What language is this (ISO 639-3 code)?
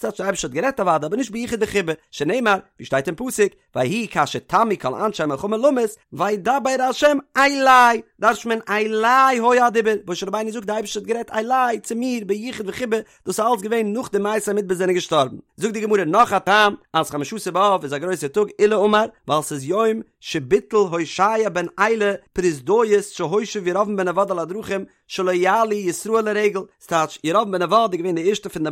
yid